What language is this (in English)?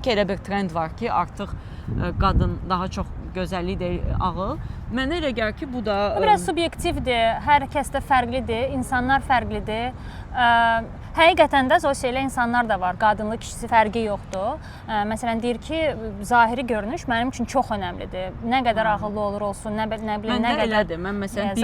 Azerbaijani